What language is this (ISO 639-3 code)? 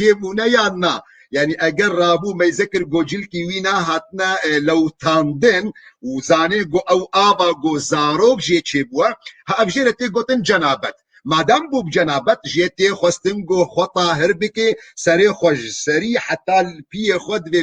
kur